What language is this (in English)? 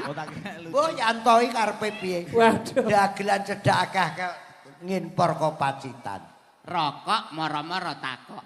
Javanese